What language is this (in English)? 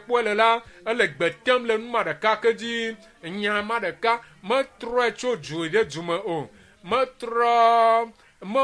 Ewe